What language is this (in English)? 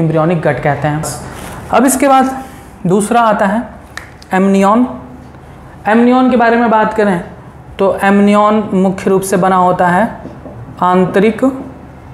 Hindi